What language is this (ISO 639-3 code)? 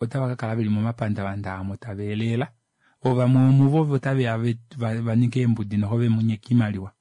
kua